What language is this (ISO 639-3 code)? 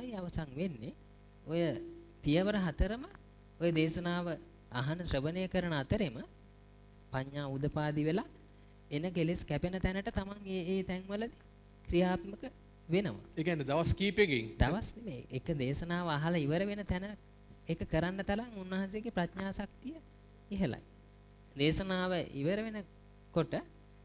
sin